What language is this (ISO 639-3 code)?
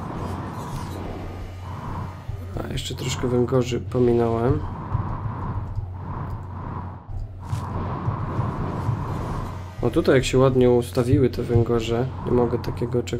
pol